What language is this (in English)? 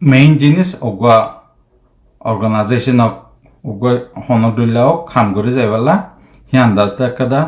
Rohingya